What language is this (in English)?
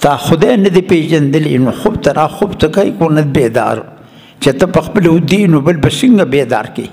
Pashto